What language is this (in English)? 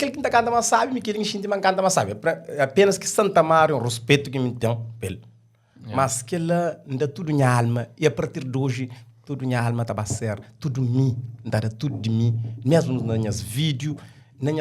Kabuverdianu